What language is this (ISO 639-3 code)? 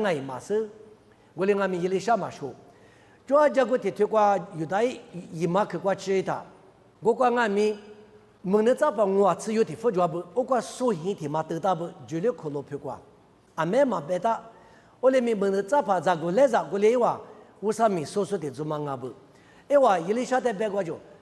lis